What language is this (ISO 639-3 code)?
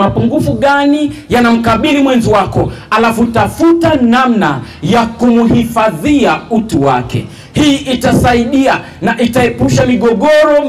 swa